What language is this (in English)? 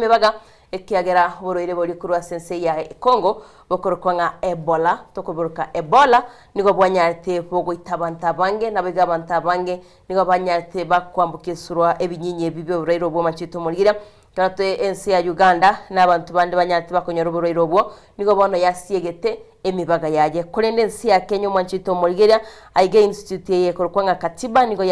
Gusii